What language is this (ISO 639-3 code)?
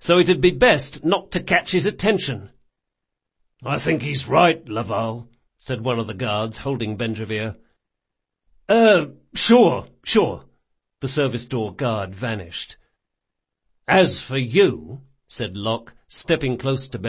eng